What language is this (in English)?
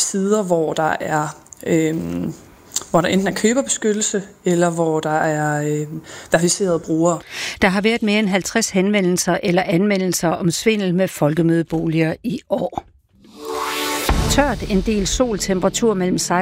Danish